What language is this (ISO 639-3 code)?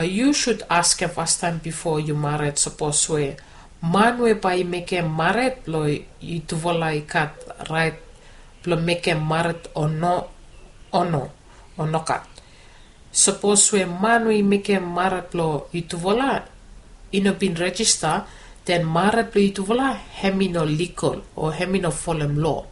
bis